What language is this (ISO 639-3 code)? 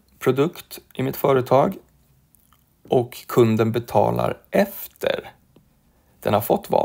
swe